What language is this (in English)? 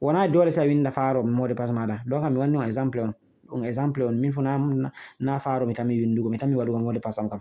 Fula